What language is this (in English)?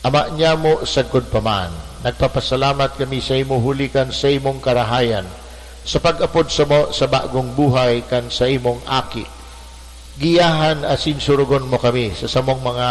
Bikol